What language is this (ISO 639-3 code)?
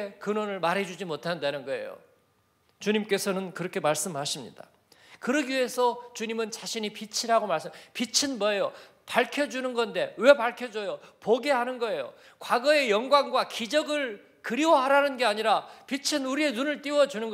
kor